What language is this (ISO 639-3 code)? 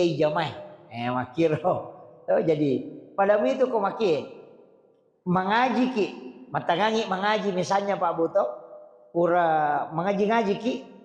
bug